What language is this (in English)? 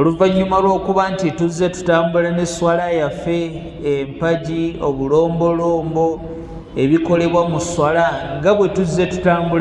Ganda